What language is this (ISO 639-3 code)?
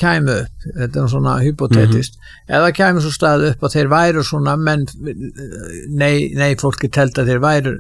isl